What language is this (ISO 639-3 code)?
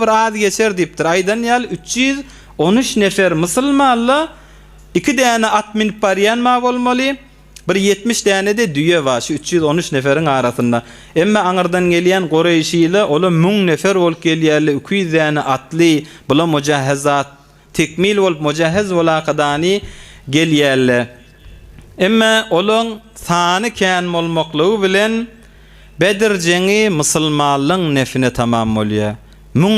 tuk